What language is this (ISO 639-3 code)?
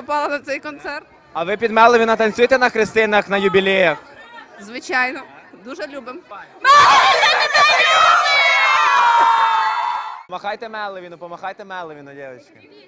ukr